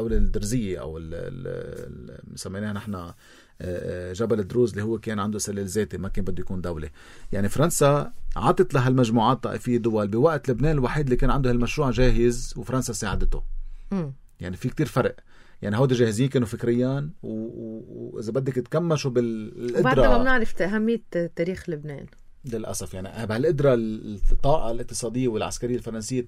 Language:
North Levantine Arabic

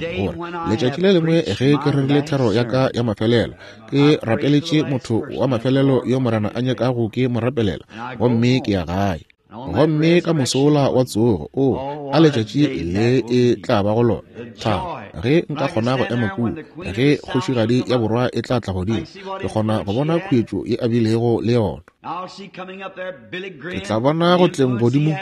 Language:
Northern Sotho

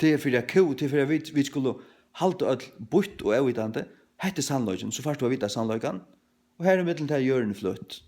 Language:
Faroese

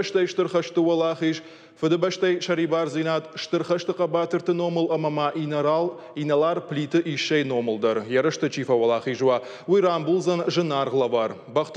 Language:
Ossetic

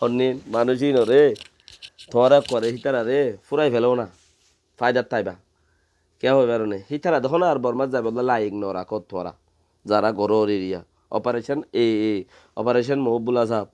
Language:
Rohingya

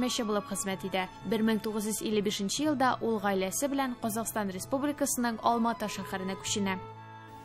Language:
Tatar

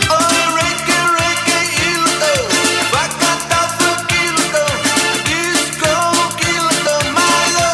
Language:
Tongan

